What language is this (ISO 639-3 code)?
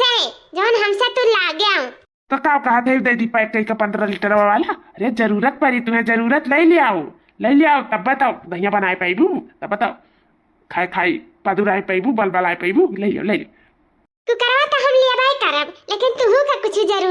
awa